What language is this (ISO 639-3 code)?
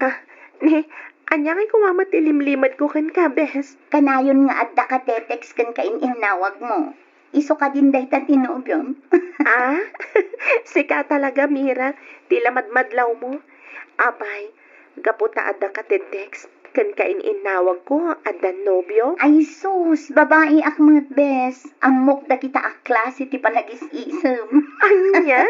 ilo